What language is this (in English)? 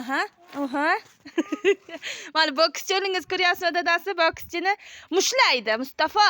Uzbek